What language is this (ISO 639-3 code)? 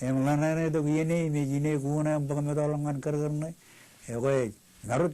mah